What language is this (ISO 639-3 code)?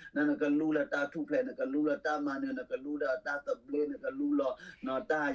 ksw